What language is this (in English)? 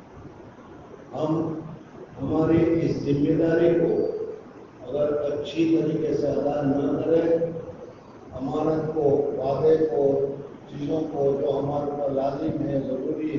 Urdu